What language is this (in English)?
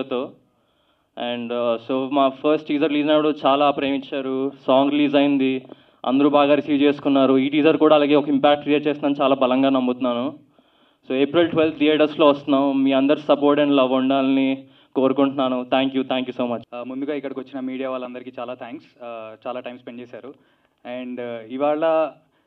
Telugu